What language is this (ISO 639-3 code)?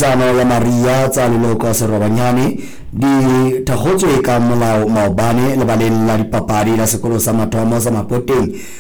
sot